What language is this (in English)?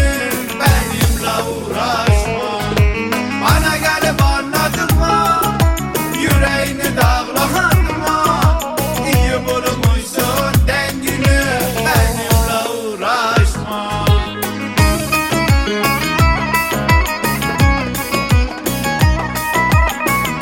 Turkish